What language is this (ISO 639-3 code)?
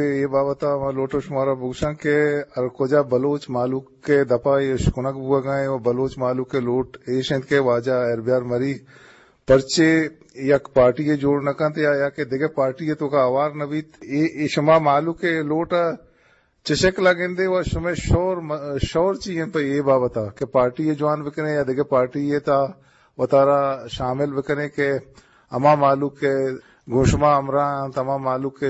bgp